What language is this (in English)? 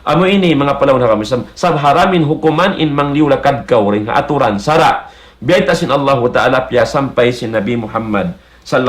Tausug